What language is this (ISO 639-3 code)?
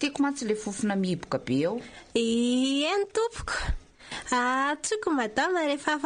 mlg